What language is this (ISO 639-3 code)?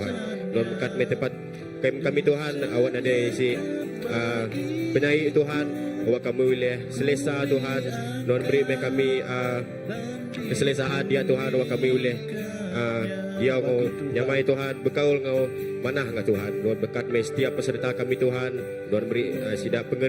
iba